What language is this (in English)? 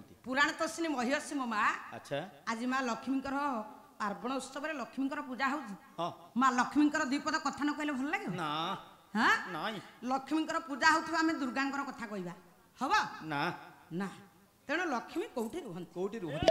Odia